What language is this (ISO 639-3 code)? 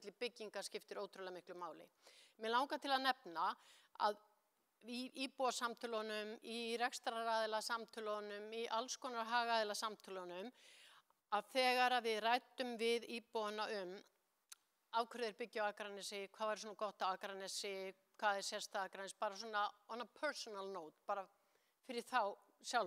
isl